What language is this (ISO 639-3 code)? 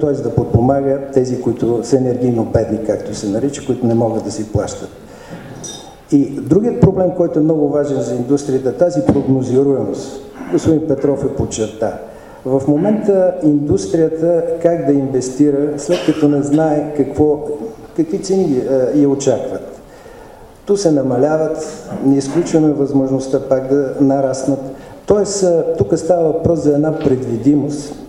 bul